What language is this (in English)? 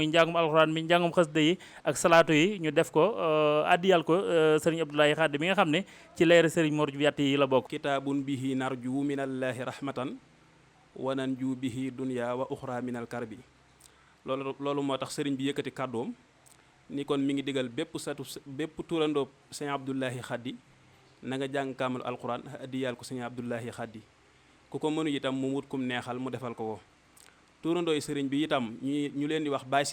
Wolof